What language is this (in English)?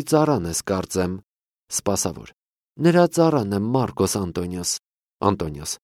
Armenian